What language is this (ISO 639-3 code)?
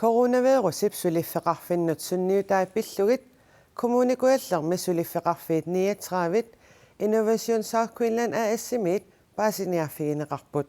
kal